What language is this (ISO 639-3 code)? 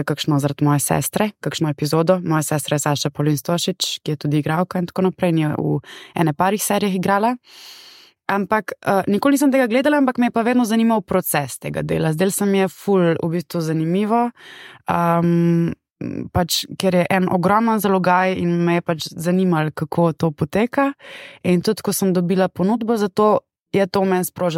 slv